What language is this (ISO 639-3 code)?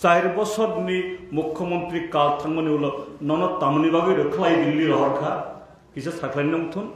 trp